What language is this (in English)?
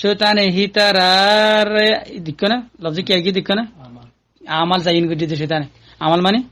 Rohingya